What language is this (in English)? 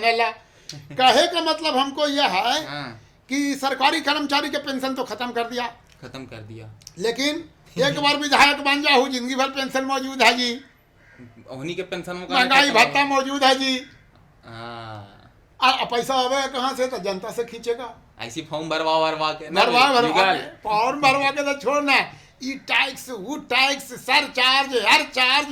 Magahi